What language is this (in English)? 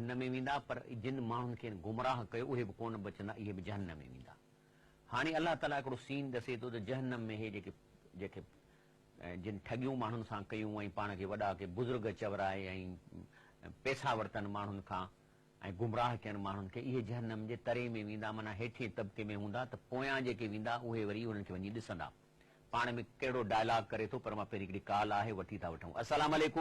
Sindhi